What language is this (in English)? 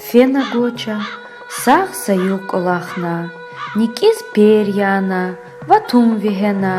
Lezghian